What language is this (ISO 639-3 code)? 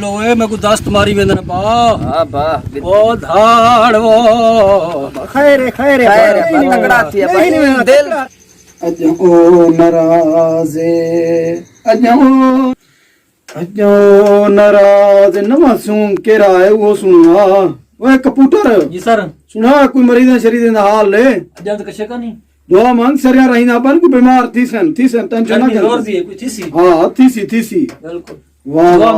skr